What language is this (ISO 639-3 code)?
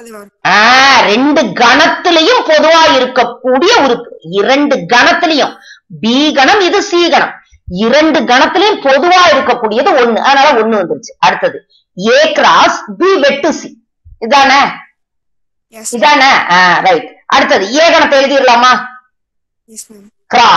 tam